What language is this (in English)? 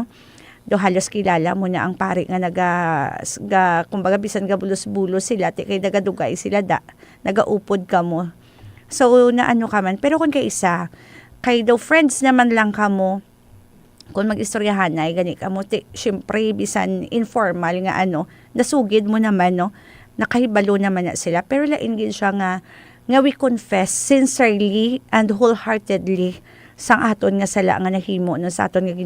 Hiligaynon